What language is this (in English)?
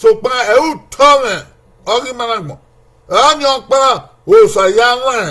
Bini